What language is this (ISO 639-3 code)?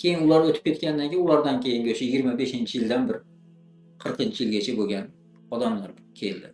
uzb